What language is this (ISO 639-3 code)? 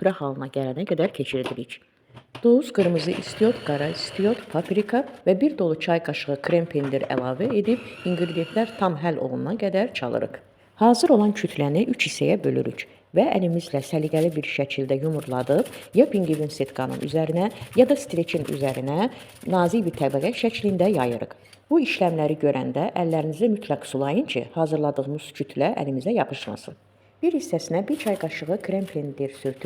aze